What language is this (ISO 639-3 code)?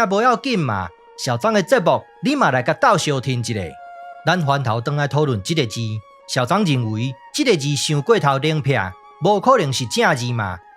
nan